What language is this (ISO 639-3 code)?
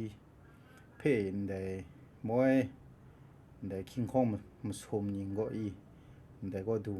kac